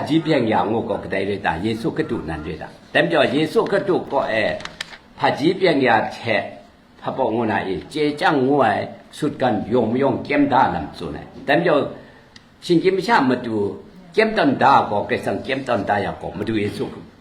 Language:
Kachin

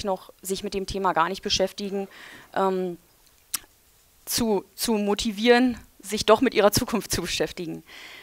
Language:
German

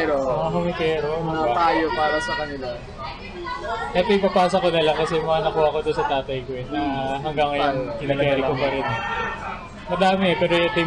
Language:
Filipino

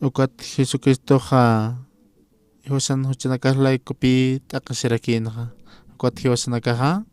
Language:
Aymara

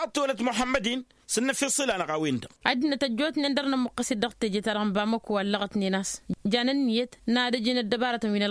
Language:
Tamasheq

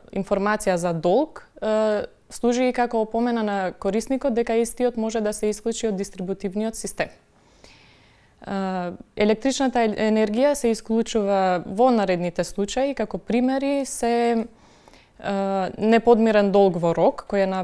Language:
Macedonian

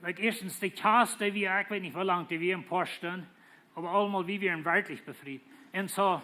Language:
Plautdietsch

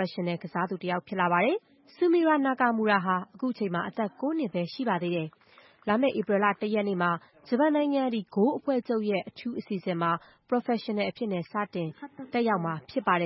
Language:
Burmese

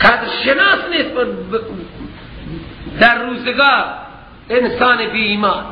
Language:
Persian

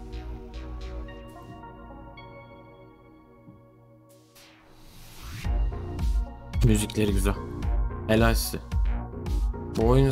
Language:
Turkish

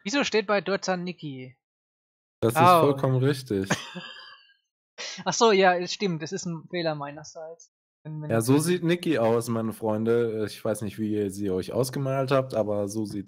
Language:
German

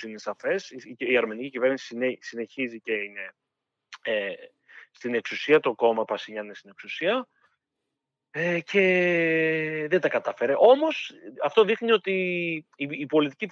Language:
Greek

